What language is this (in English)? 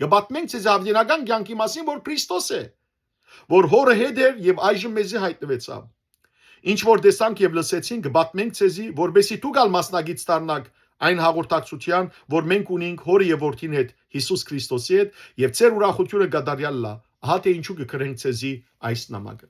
Western Armenian